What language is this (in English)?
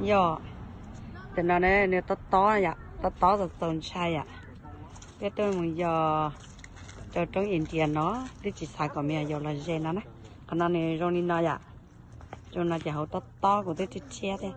Hmong